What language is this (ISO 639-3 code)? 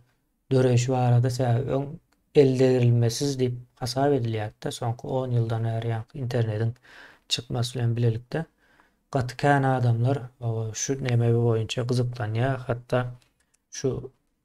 tuk